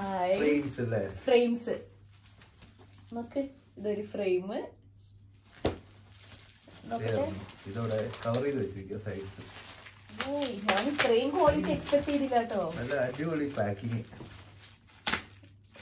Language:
Malayalam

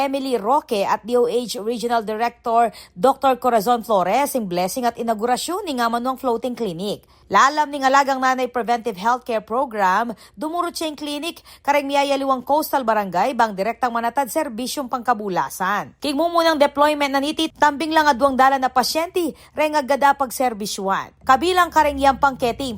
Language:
Pampanga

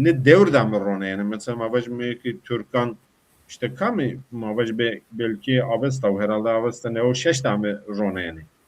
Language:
Zaza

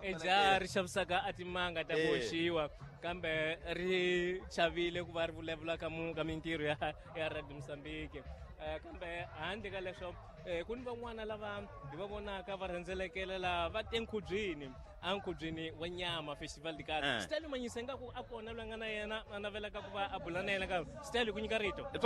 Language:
Tsonga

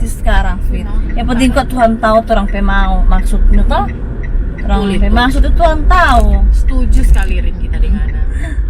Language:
Manado Malay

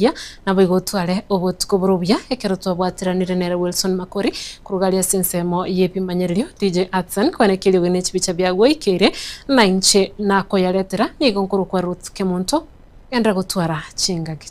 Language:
Gusii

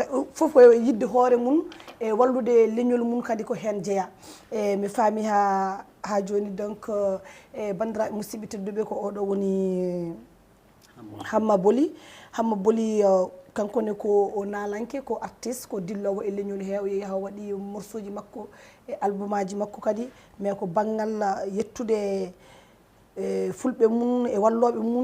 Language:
Fula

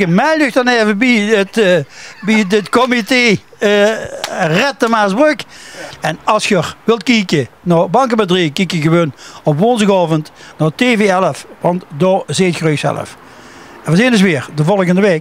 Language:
Limburgish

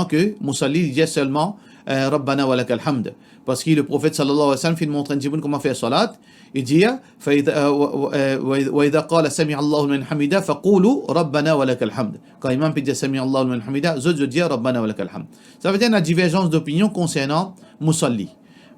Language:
Morisyen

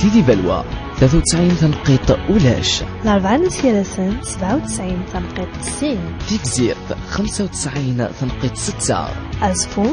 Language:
Kabyle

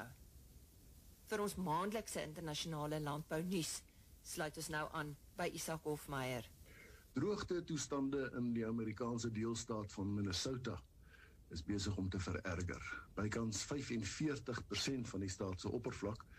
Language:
Afrikaans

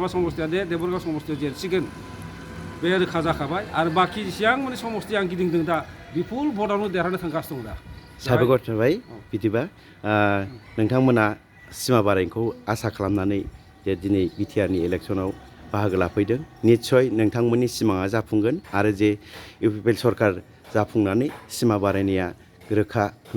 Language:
Bodo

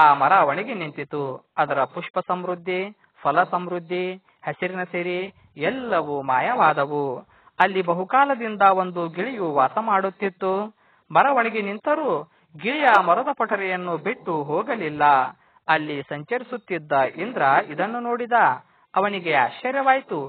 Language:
Kannada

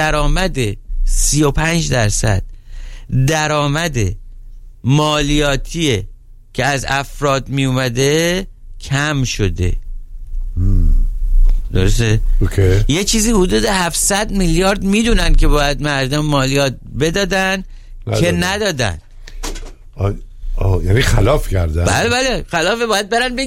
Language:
Persian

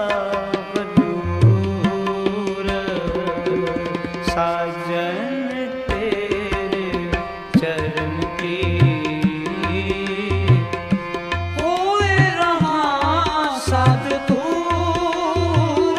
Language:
Punjabi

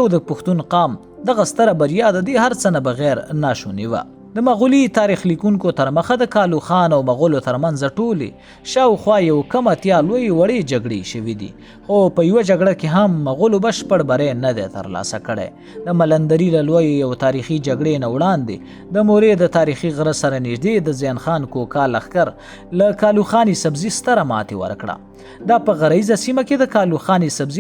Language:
Pashto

